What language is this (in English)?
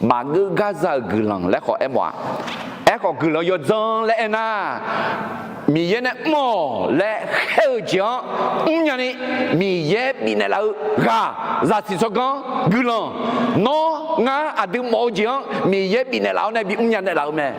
Akha